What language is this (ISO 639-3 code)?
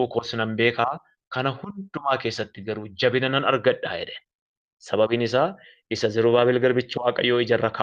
orm